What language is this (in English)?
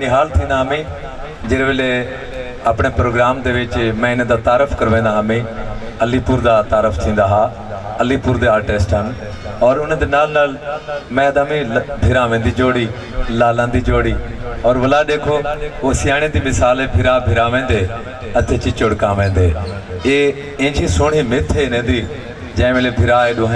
Saraiki